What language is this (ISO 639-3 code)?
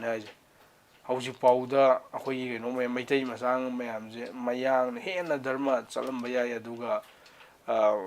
mni